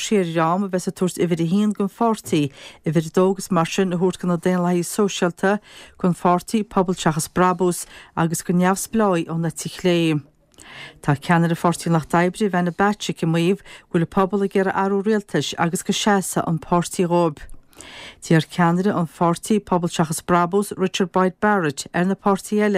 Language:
Irish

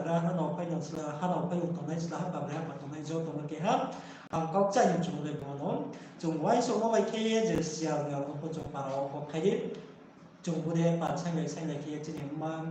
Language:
Riang (India)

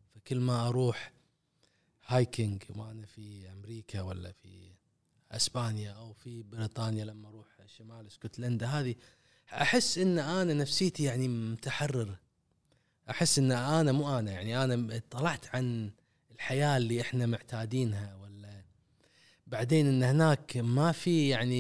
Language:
Gulf Arabic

